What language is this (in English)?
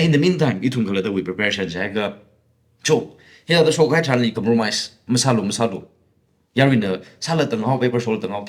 Tangkhul Naga (India)